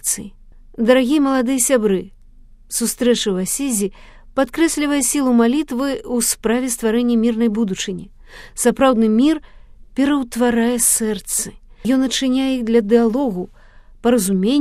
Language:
Belarusian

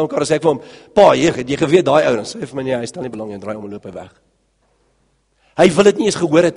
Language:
Afrikaans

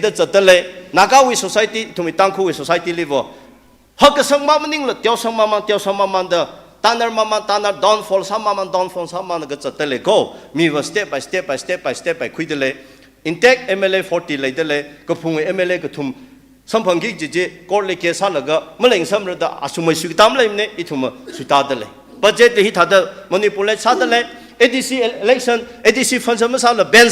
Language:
Tangkhul Naga (India)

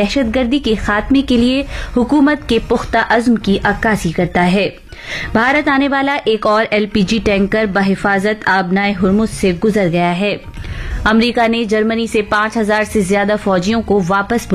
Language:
Urdu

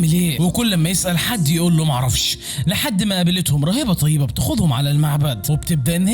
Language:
Egyptian Arabic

